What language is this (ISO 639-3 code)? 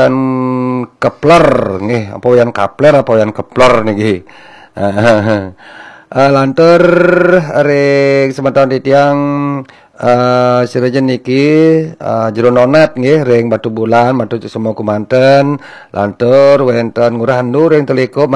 ban